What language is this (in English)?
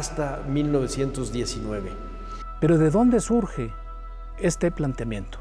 Spanish